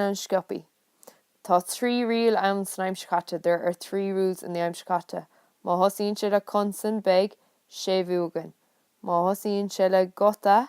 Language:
Irish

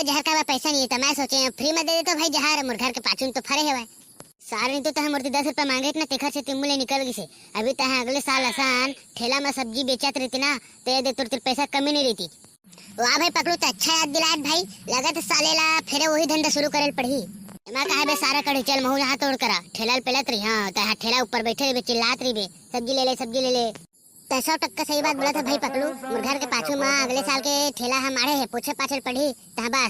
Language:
Chhattisgarhi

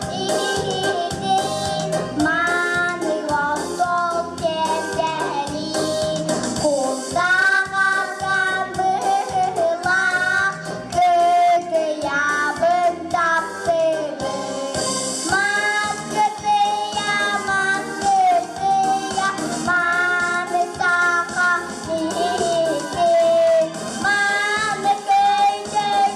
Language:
Yakut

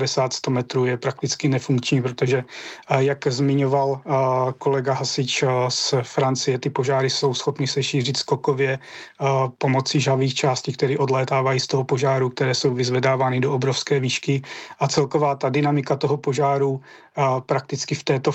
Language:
Czech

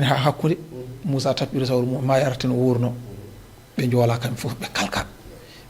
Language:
Fula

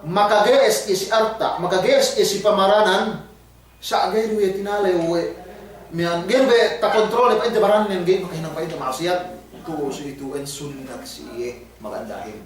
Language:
Yakan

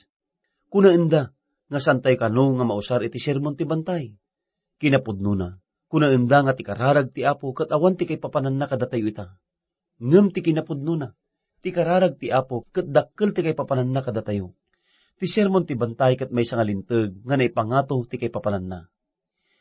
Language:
Iloko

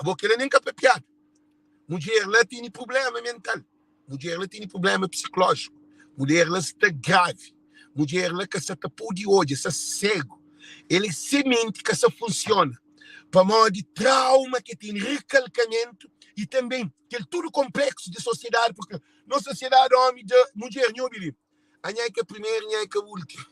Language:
Kabuverdianu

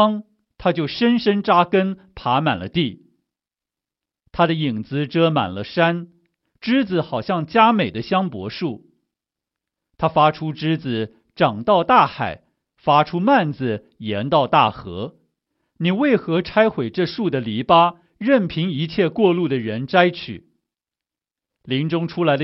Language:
Chinese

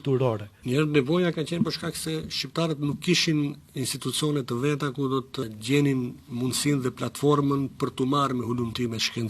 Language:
Albanian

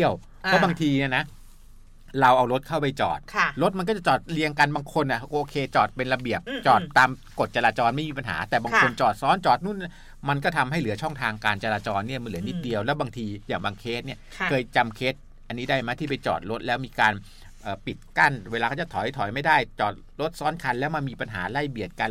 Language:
Thai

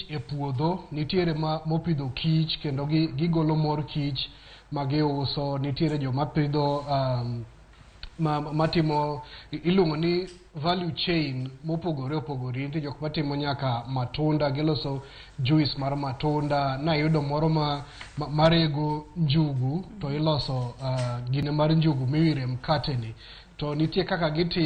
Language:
Luo (Kenya and Tanzania)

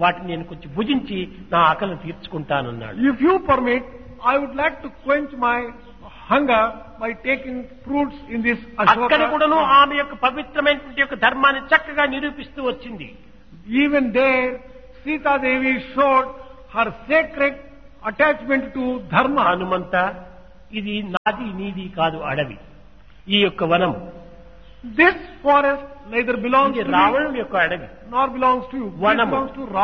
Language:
Telugu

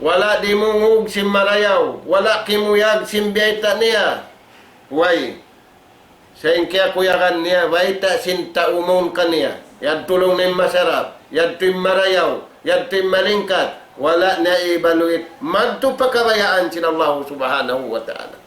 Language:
Tausug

